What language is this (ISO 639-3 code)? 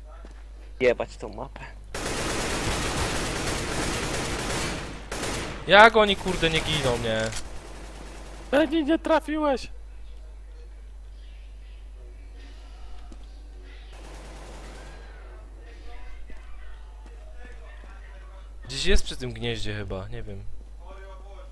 pol